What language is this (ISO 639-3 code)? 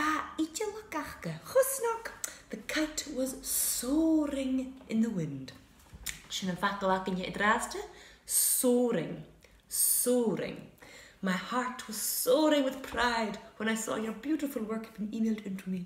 gla